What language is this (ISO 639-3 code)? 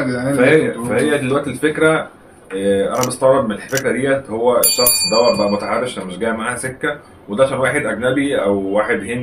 arz